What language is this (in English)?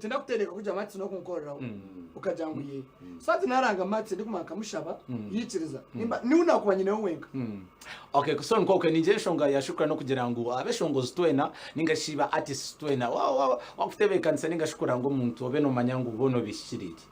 Nyankole